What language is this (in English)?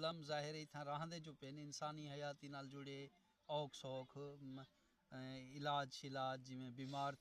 Saraiki